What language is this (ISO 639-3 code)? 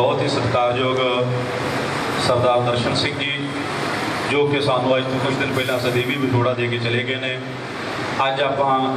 pan